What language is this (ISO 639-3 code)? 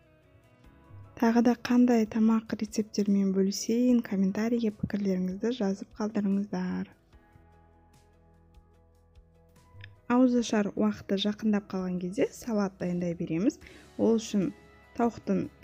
kaz